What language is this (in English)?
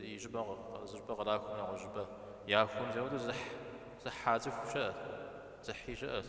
Kabardian